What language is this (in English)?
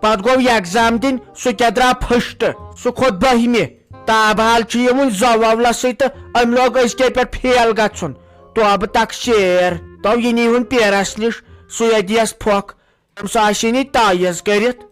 Kashmiri